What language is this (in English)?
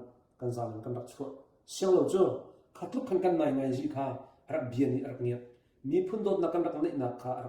Hakha Chin